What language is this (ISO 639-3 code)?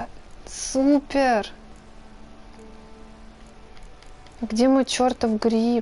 rus